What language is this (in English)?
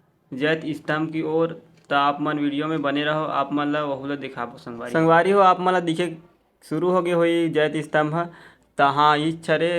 Chhattisgarhi